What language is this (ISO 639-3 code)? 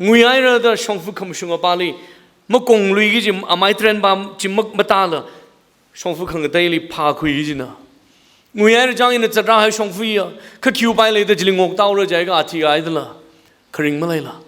nmf